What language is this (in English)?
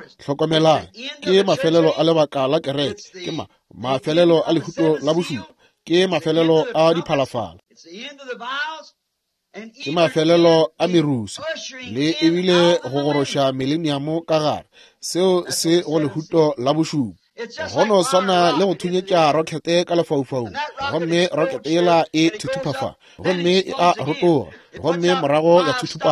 Northern Sotho